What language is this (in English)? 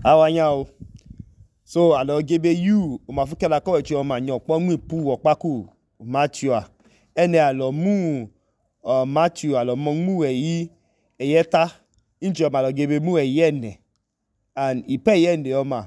Idoma